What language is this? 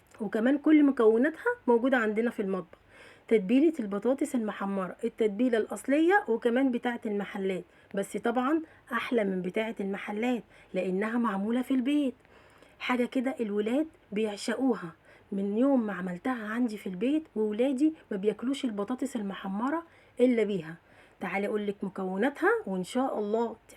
Egyptian Arabic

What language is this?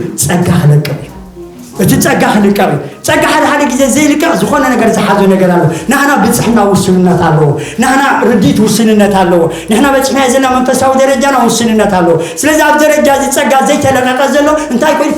Tigrinya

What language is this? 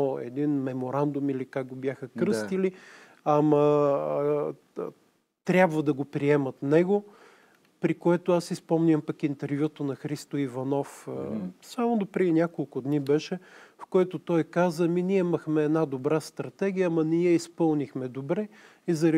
Bulgarian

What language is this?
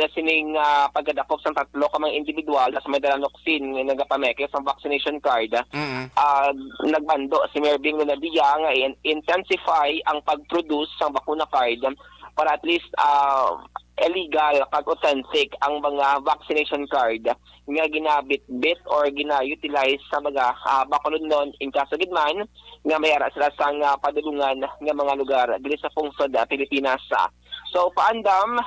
Hiligaynon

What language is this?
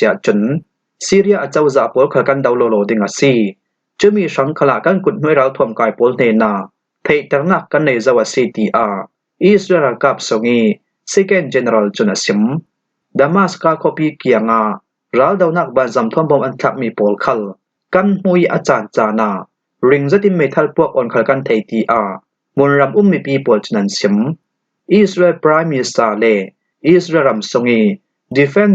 Falam Chin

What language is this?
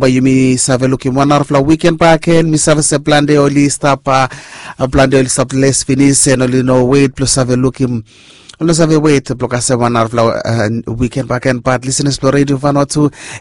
Bislama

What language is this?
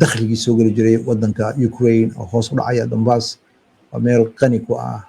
Somali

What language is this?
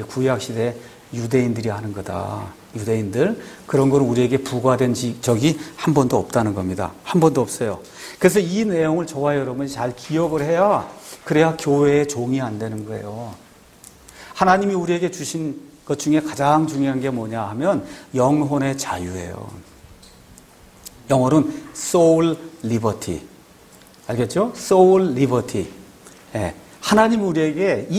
Korean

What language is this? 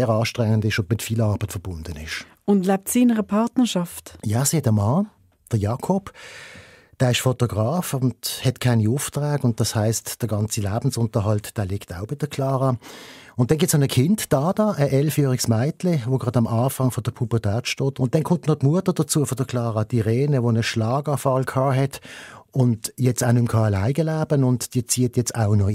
Swiss German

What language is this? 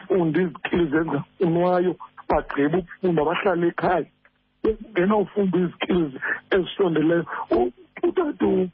Xhosa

